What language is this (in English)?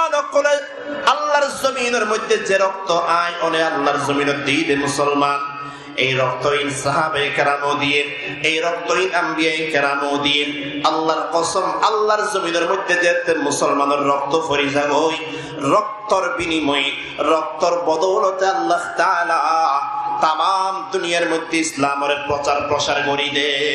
Rohingya